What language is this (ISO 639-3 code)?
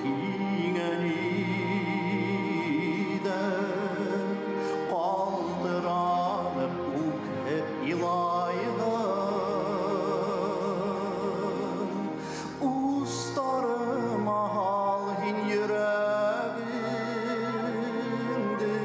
bak